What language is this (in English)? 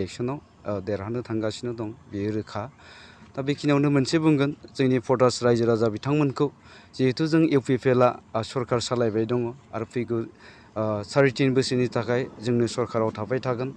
Bodo